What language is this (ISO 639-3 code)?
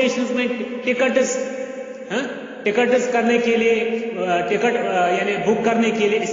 urd